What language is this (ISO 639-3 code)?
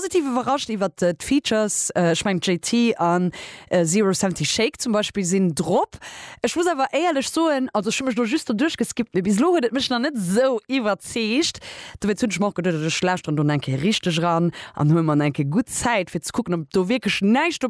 ltz